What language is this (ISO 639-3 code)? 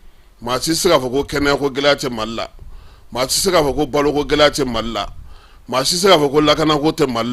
bam